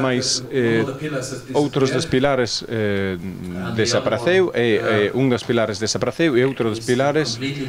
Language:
Galician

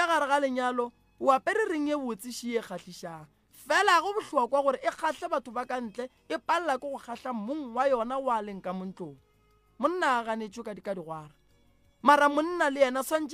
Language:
Northern Sotho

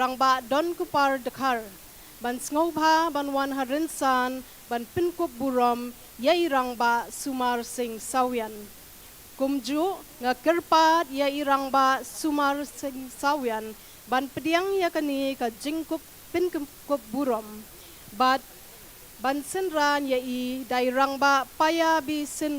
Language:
Khasi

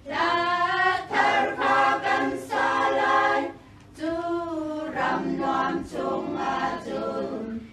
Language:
Hakha Chin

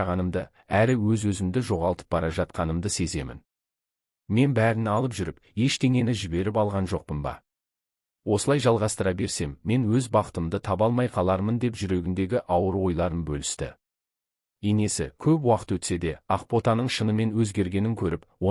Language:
Kazakh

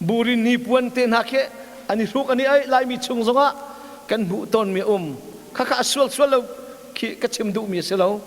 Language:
Hakha Chin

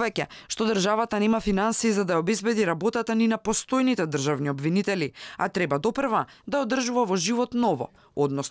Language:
Macedonian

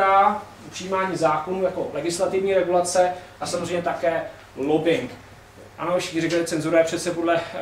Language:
Czech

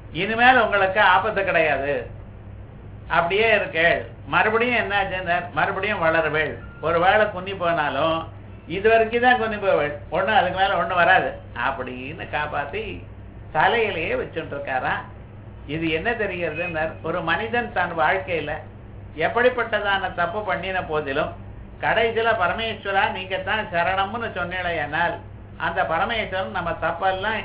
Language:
Tamil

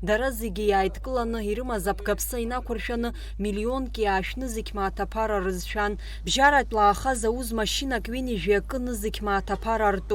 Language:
Abkhazian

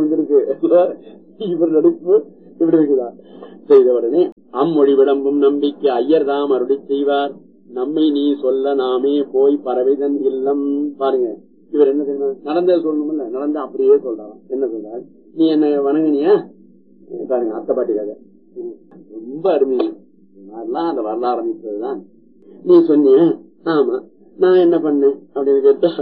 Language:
Tamil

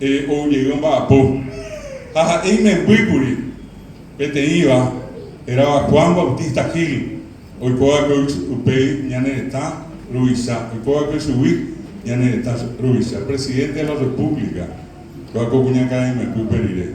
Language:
Guarani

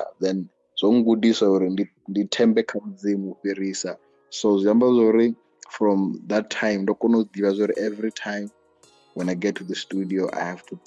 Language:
Venda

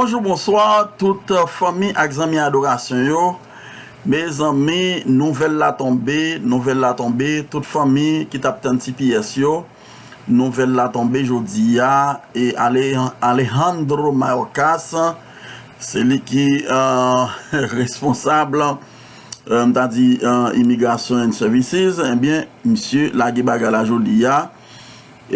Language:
Haitian Creole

